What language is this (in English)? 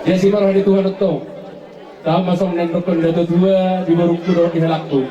Batak Toba